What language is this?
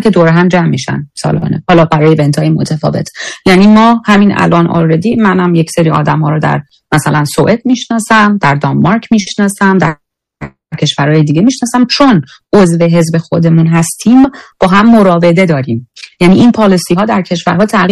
Persian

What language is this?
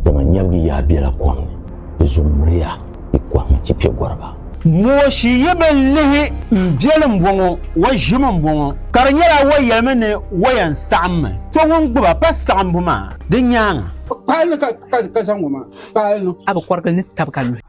Dagbani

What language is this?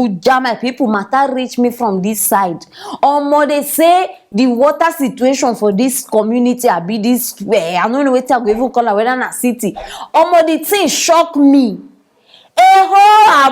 Nigerian Pidgin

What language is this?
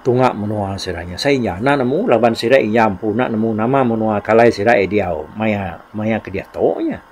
Iban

